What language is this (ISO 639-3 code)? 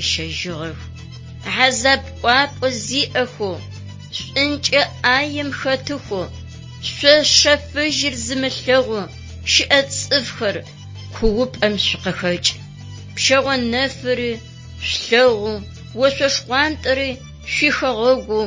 ady